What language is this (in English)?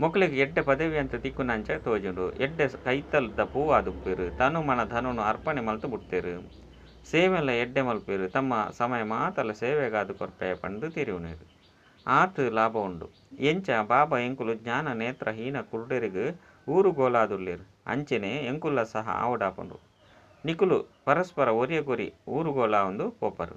Tulu